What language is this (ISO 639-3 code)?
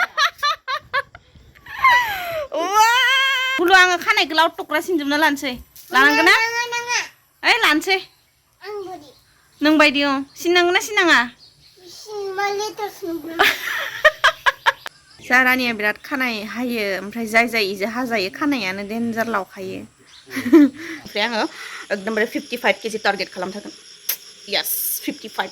brx